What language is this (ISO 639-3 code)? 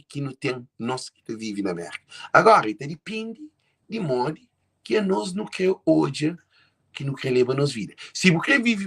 kea